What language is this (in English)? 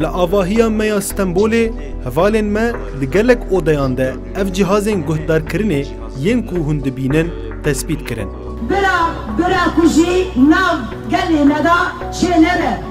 Kurdish